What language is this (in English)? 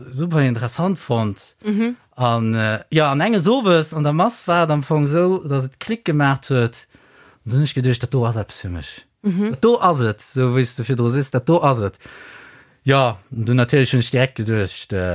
Luxembourgish